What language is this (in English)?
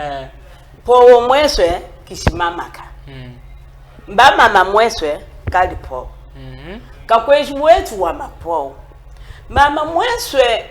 Chokwe